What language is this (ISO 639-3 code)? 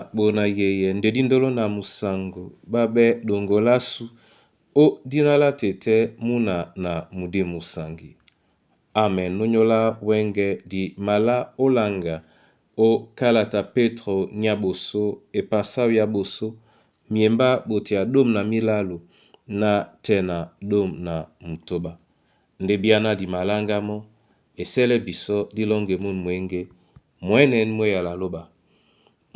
dua